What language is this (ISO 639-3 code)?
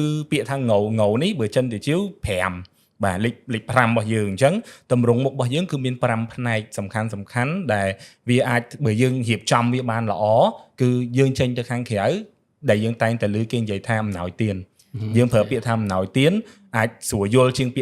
khm